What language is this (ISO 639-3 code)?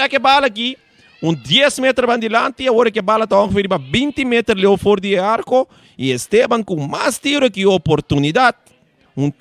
pap